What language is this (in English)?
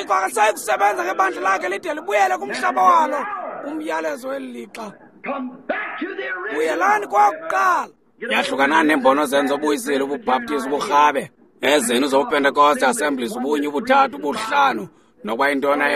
Xhosa